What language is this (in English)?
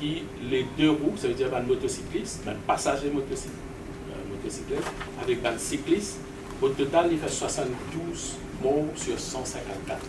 Morisyen